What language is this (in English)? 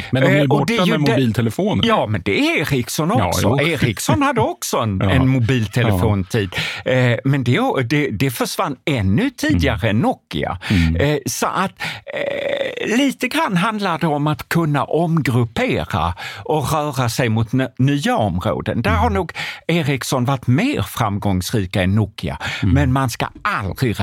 Swedish